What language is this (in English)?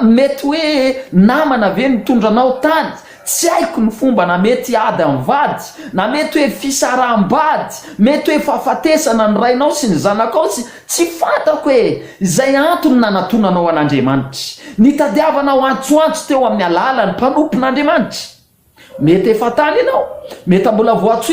Malagasy